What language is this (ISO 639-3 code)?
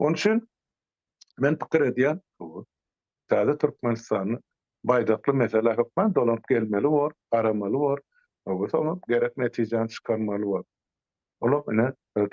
tuk